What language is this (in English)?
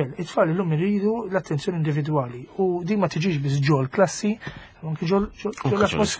Maltese